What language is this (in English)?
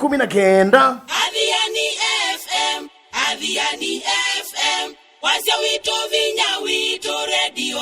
Kamba